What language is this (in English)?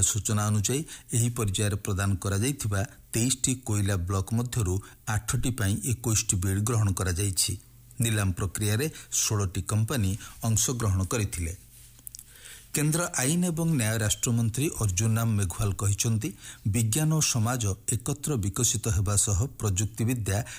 Odia